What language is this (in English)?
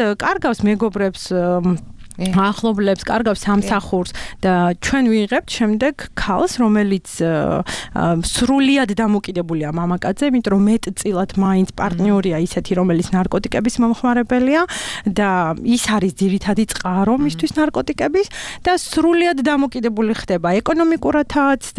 Georgian